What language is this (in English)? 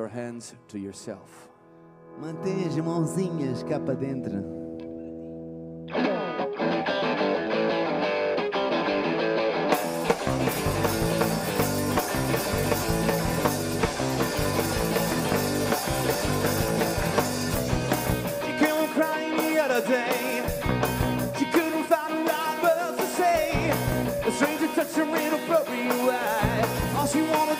English